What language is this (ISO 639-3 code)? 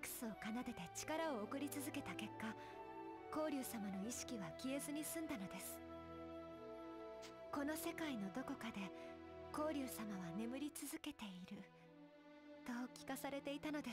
jpn